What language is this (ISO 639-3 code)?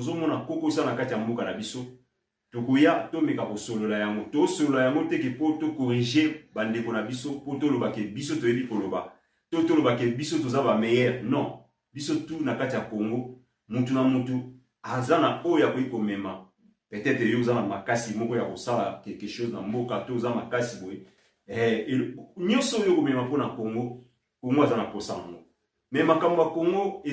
lin